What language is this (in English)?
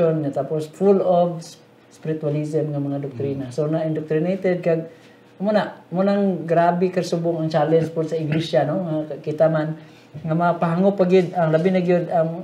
Hiligaynon